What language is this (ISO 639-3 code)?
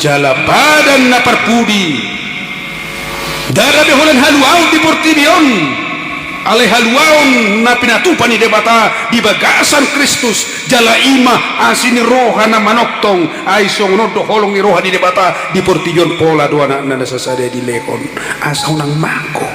bbc